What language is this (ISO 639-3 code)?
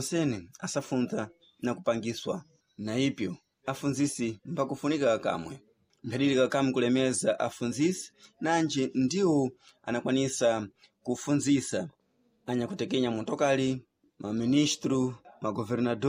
seh